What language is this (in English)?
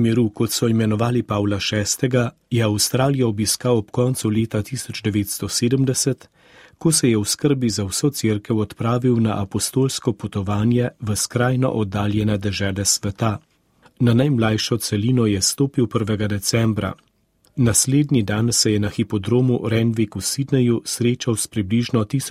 Slovenian